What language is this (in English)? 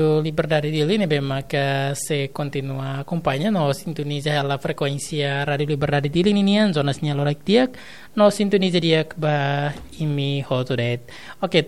Tetum